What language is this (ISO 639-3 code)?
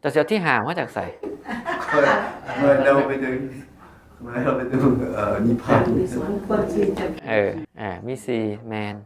tts